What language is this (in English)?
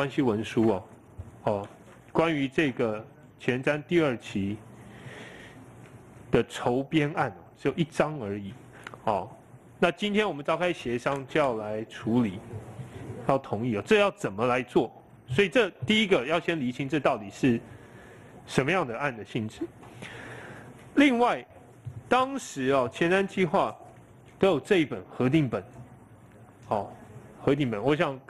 Chinese